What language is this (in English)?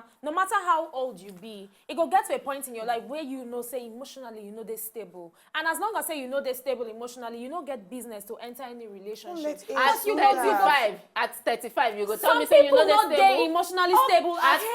Nigerian Pidgin